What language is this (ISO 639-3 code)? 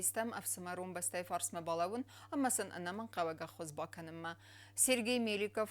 oss